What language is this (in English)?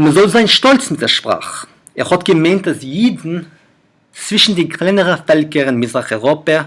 Yiddish